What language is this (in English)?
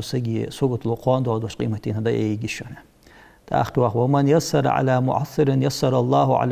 Ingush